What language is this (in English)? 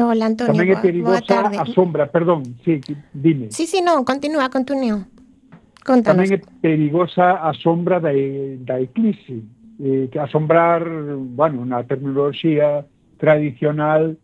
Galician